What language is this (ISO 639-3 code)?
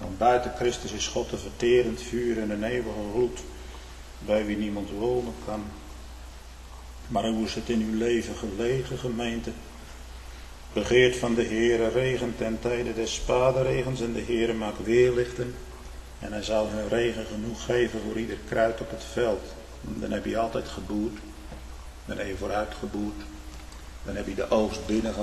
nld